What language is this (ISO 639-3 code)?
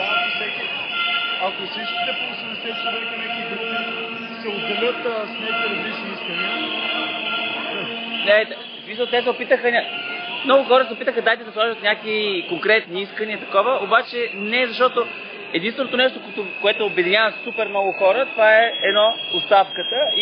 bul